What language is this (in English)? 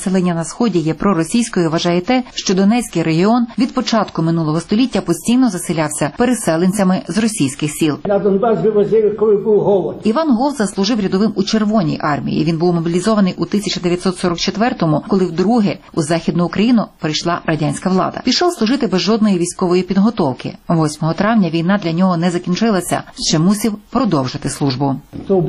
Ukrainian